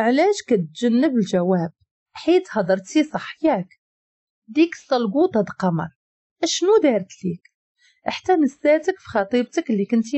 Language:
Moroccan Arabic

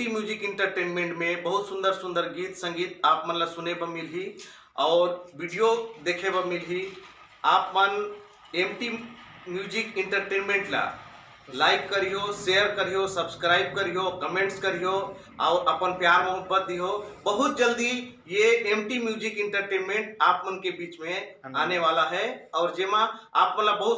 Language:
Chhattisgarhi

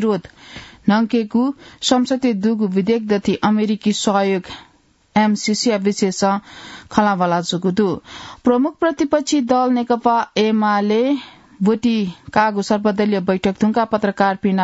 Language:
Newari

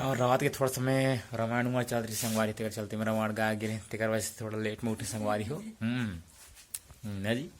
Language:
Chhattisgarhi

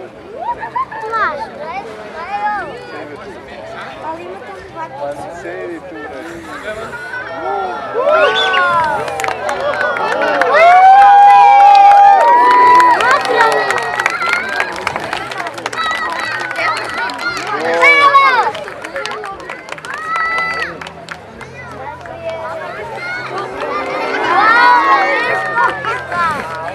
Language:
Serbian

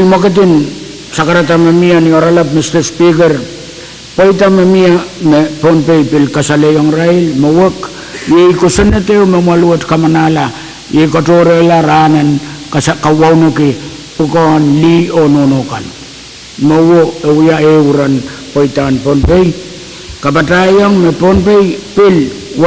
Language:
Pohnpeian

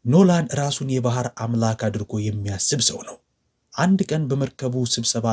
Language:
Amharic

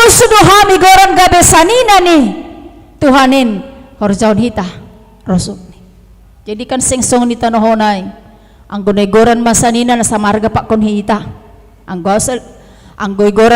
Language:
Batak Simalungun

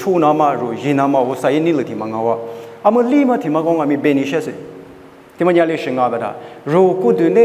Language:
Lisu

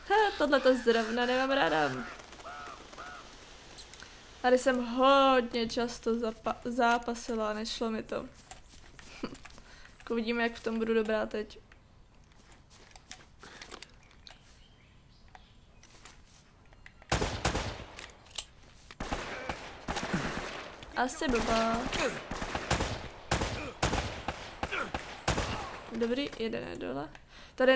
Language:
Czech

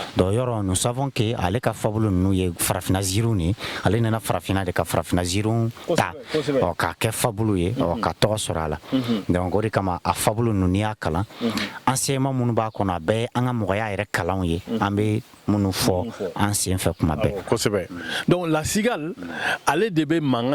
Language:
Bambara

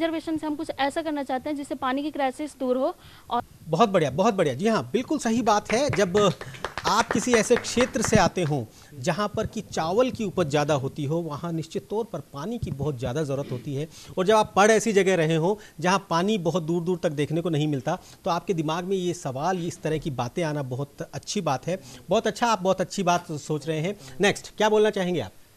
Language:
Hindi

